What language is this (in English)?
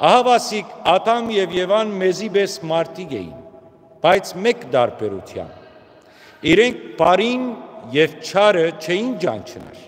Western Armenian